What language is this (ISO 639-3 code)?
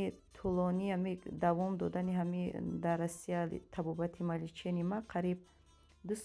tgk